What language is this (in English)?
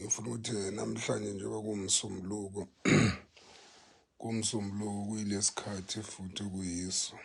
Zulu